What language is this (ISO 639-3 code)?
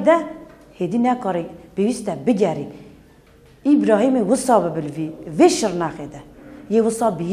kur